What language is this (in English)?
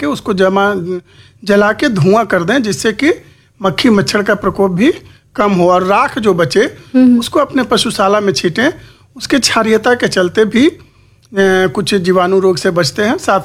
Hindi